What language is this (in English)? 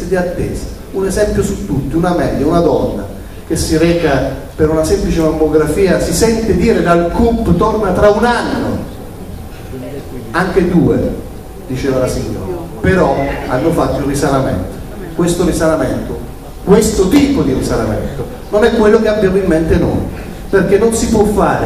Italian